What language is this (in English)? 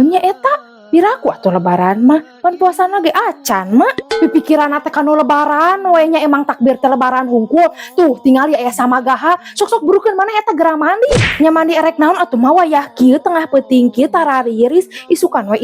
Sundanese